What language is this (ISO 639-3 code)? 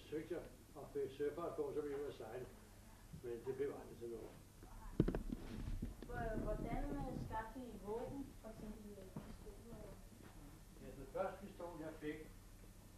dan